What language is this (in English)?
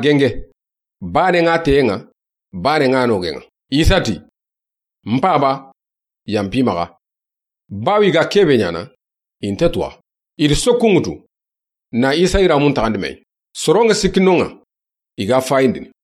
Soninke